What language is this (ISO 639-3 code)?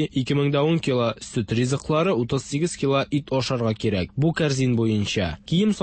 tat